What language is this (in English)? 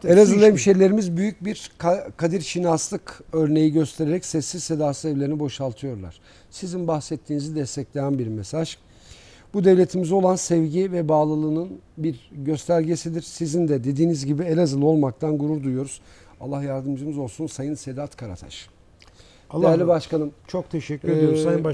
Turkish